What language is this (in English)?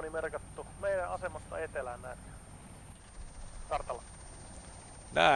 Finnish